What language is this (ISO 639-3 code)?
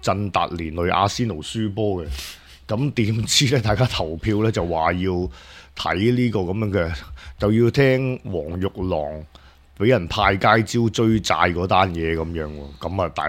yue